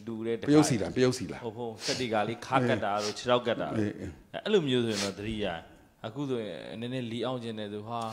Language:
Burmese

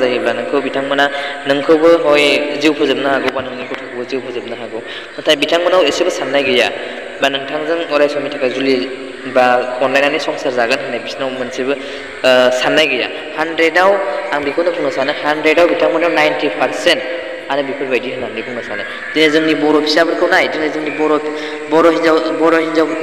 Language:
Bodo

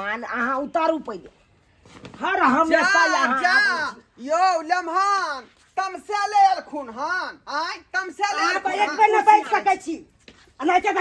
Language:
Maithili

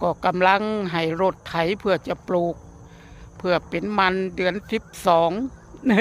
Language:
Lao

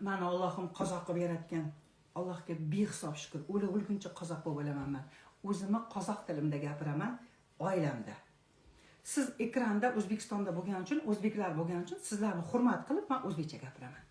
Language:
Uzbek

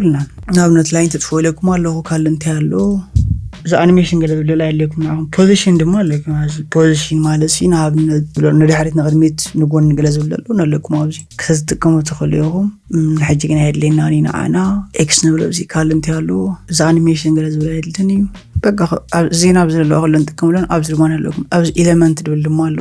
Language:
Tigrinya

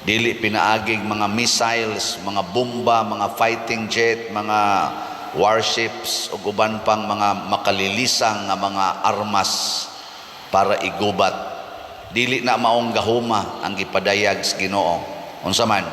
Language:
Cebuano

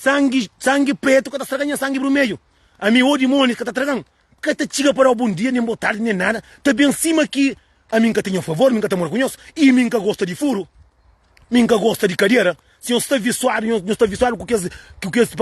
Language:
Kabuverdianu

